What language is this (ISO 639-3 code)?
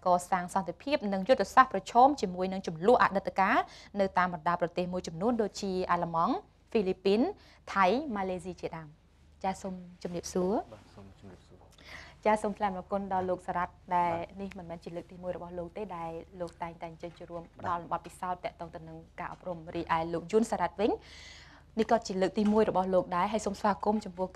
khm